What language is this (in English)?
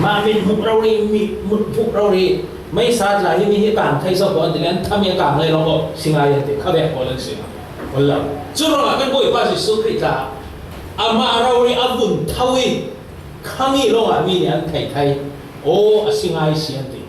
Falam Chin